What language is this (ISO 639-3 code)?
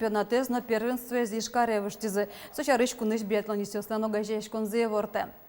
udm